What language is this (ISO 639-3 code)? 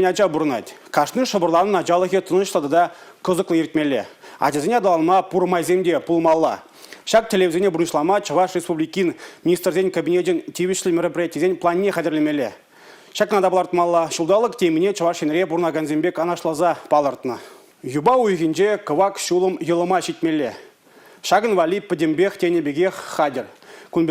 chv